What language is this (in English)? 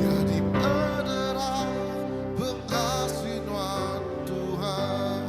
Iban